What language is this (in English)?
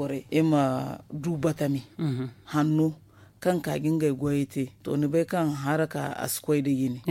Zarma